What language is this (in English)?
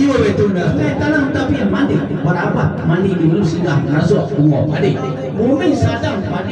Minangkabau